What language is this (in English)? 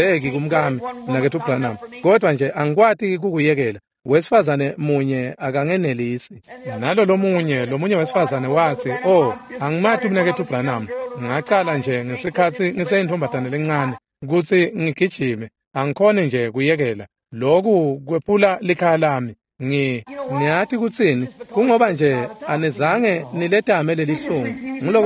Swati